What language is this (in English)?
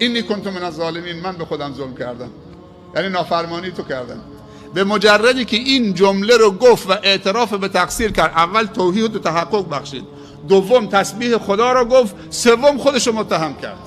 Persian